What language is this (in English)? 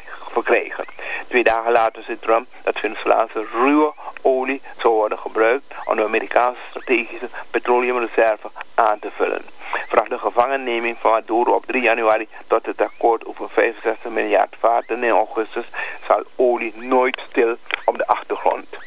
Dutch